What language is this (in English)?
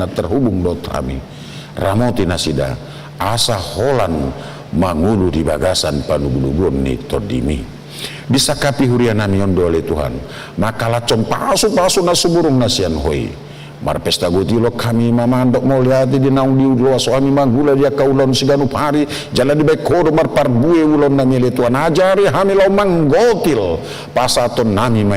Batak Toba